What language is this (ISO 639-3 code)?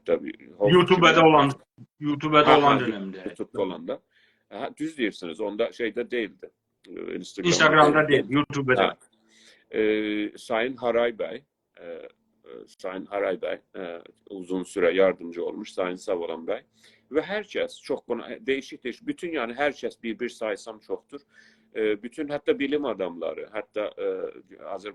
azb